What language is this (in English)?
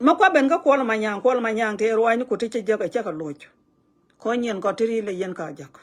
Nuer